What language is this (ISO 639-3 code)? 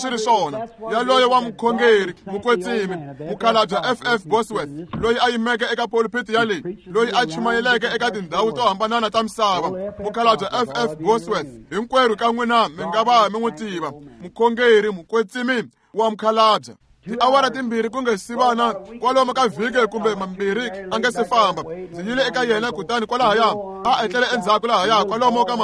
tso